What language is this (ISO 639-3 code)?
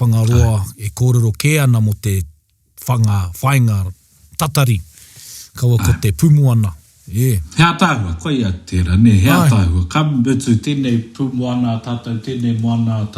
mri